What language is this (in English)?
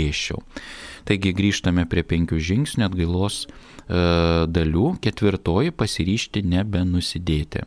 Lithuanian